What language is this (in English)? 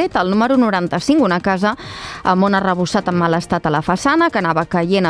Catalan